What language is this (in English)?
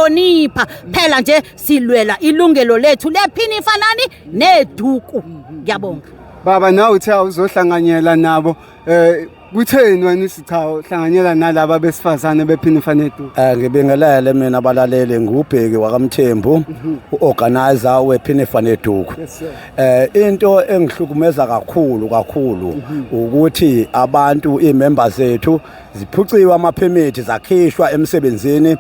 Zulu